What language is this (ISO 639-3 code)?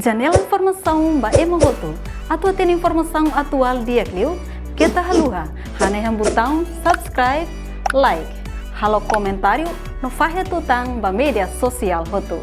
tet